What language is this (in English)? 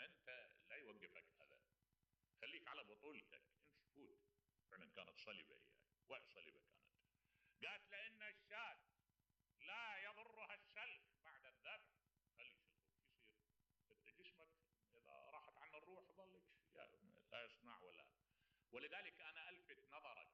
Mesopotamian Arabic